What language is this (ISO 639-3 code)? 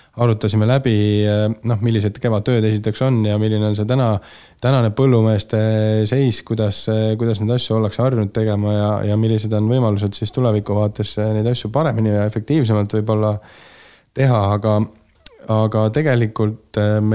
est